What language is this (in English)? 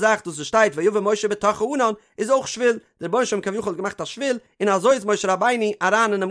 Yiddish